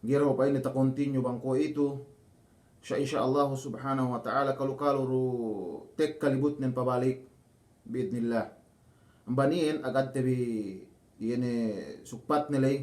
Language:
Yakan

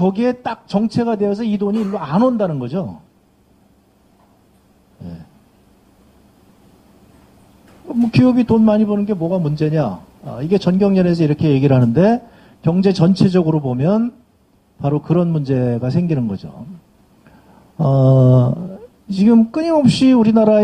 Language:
Korean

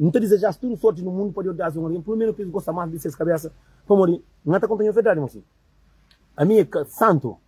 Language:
Kabuverdianu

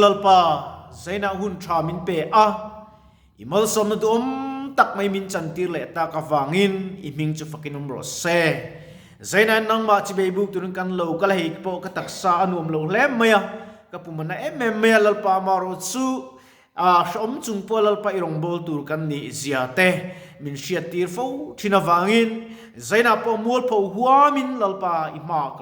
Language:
Mizo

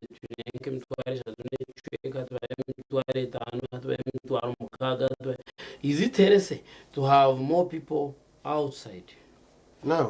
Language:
Nyankole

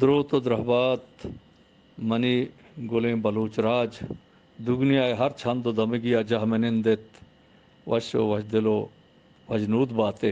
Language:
Eastern Balochi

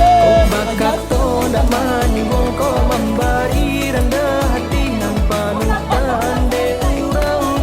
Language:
Minangkabau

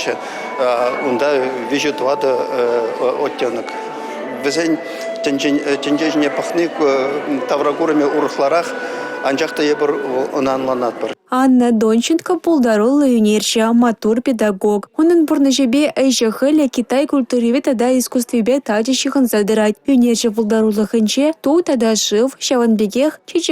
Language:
Chuvash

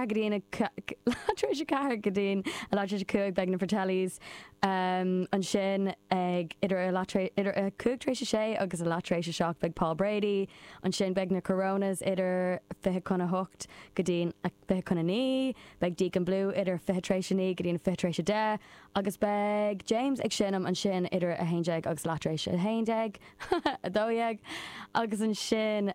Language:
Irish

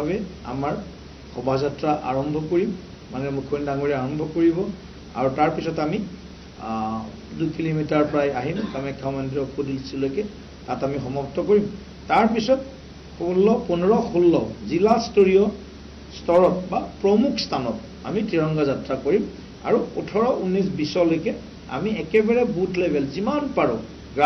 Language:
Assamese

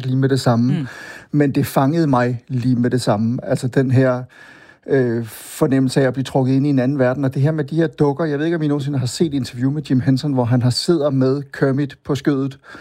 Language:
Danish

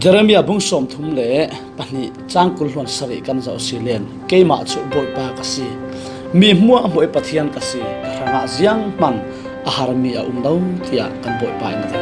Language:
Falam Chin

